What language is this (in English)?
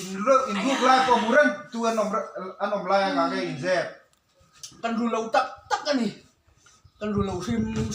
Mizo